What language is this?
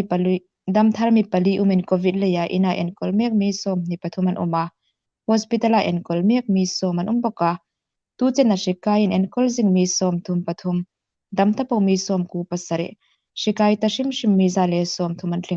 Hmar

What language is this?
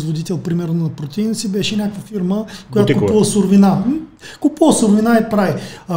Bulgarian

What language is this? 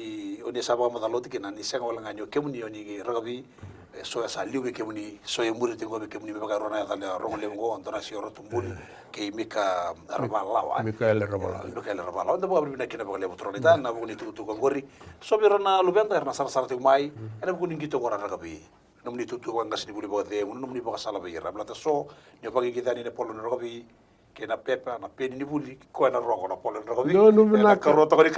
Fijian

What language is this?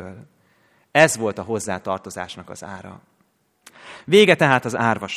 Hungarian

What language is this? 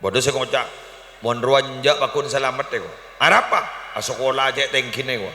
Madurese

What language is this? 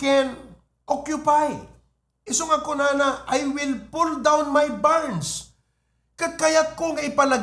Iloko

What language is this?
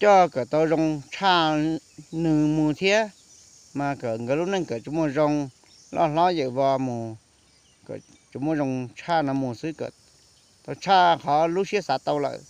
Hmong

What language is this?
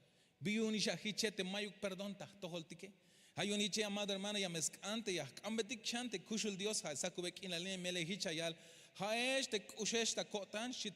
Tzeltal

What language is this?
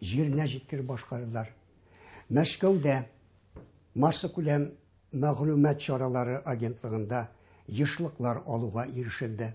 Tatar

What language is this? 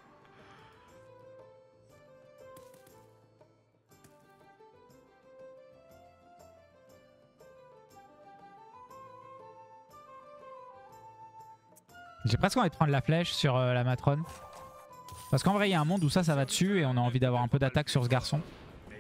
French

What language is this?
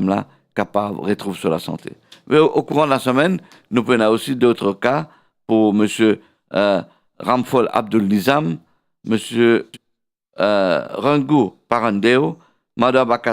Morisyen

